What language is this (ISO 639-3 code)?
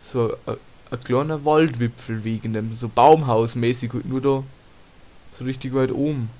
bar